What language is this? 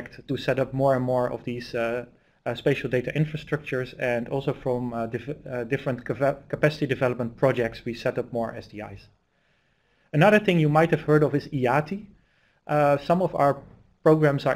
English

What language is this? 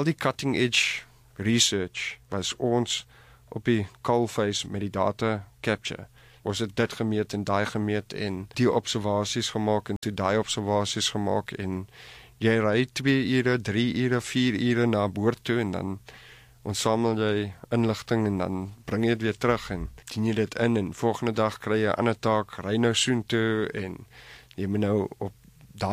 Afrikaans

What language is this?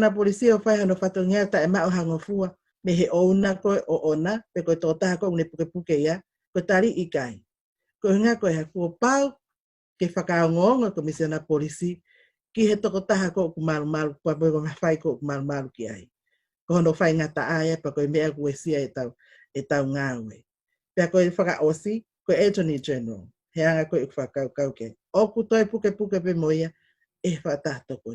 Tongan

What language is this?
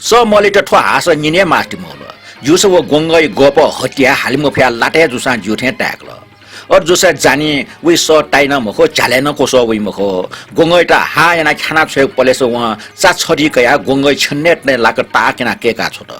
Newari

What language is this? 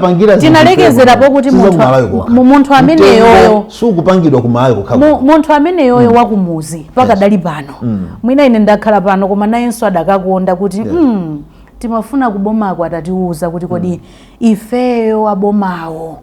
Nyanja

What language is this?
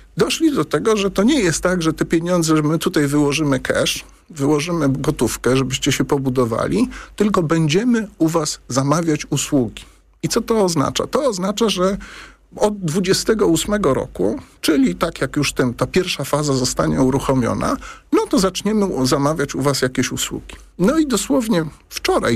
Polish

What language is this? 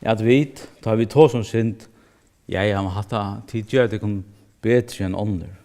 Faroese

